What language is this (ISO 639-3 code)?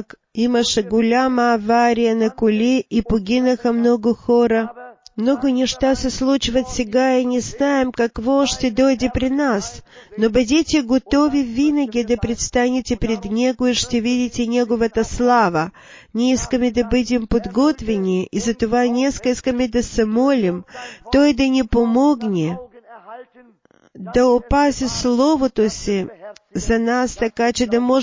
bul